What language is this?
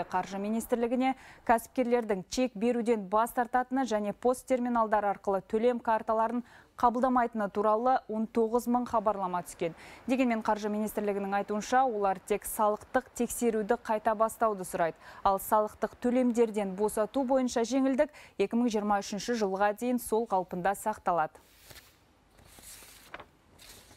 Kazakh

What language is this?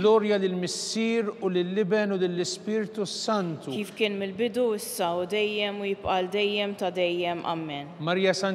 Maltese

